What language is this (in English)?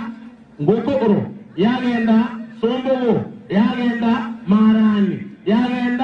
Gusii